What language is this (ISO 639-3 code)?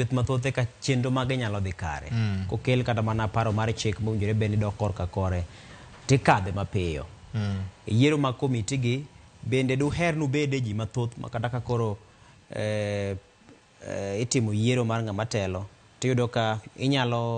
luo